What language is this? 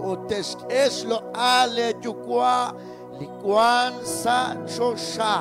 Kekchí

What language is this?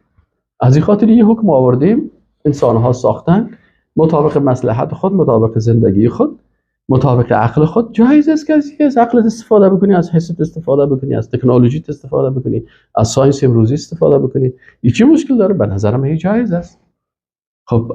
Persian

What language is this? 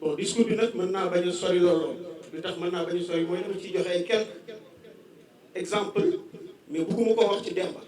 Wolof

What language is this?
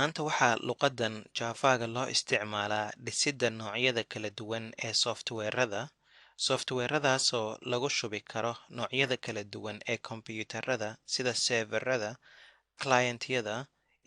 Somali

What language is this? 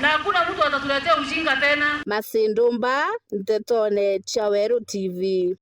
Meru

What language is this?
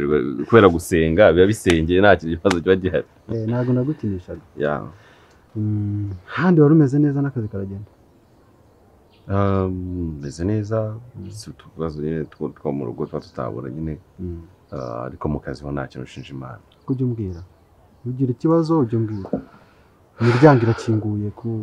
Kinyarwanda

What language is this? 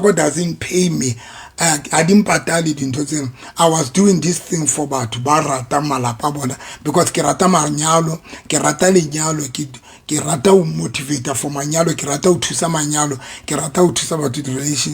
Southern Sotho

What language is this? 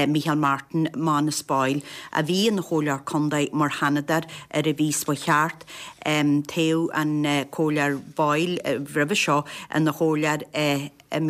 Irish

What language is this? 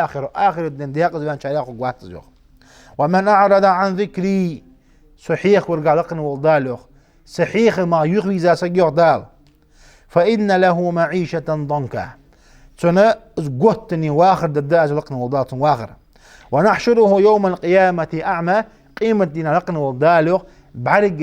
Ingush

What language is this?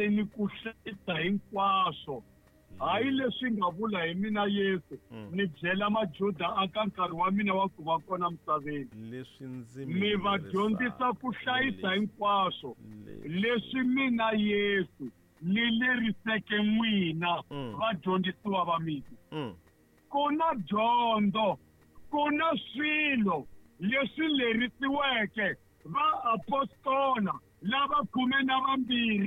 Tsonga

